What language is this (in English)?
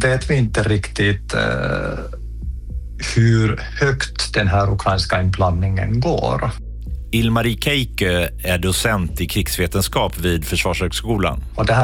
Swedish